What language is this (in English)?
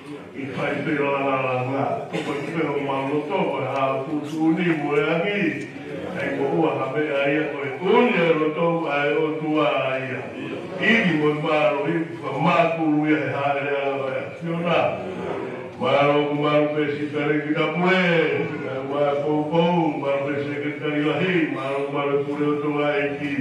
Tongan